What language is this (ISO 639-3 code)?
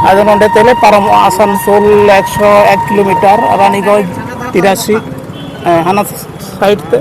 sat